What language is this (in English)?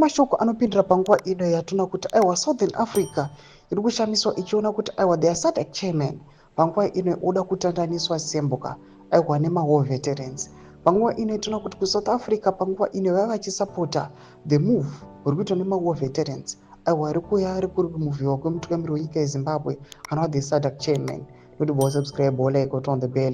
Shona